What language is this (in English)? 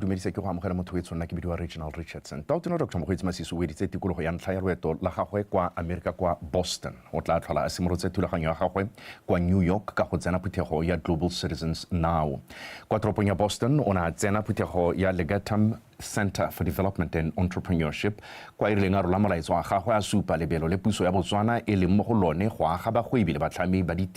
Tswana